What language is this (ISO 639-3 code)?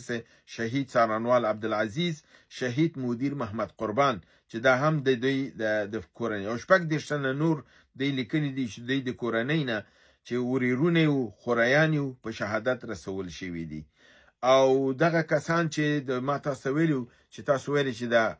pus